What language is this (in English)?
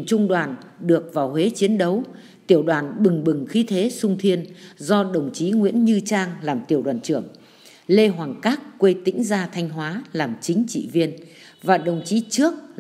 Vietnamese